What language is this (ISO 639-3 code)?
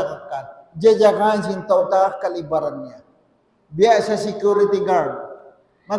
tsg